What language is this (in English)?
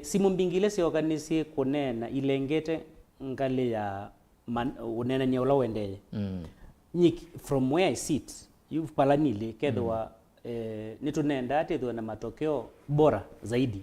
Kamba